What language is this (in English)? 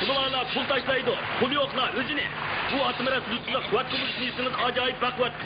Uyghur